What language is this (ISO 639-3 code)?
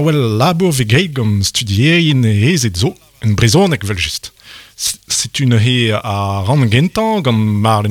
bre